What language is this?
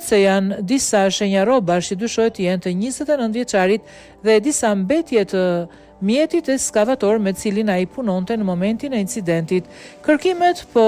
Albanian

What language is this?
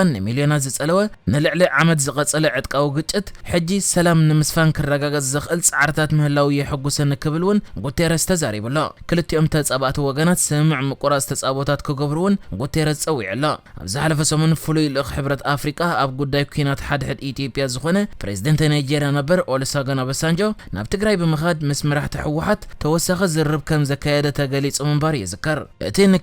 Tigrinya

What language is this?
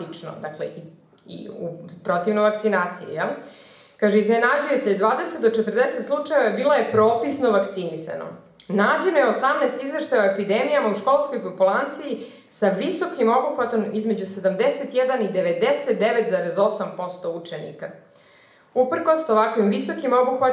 Serbian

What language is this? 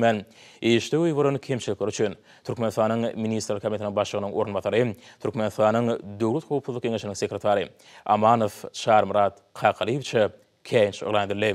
Turkmen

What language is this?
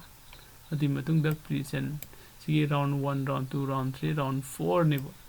Manipuri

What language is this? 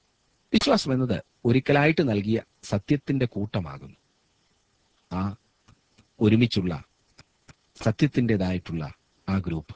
Malayalam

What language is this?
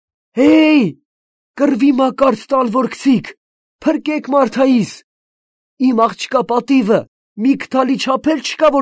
Armenian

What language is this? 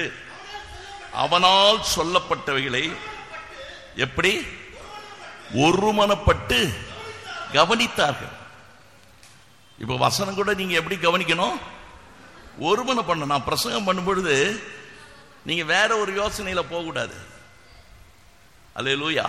Tamil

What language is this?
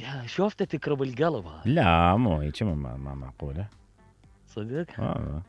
Mesopotamian Arabic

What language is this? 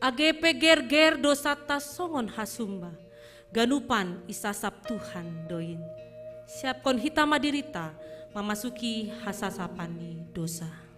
Batak Simalungun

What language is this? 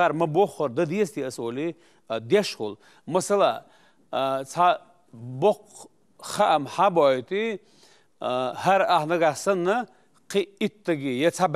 Chechen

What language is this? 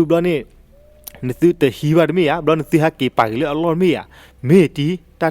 S'gaw Karen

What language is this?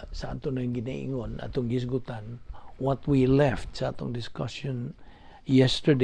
Cebuano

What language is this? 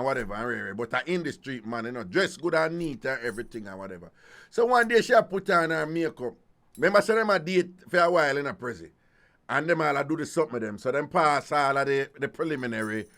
Jamaican Creole English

